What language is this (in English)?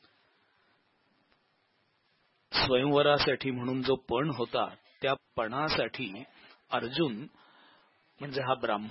Marathi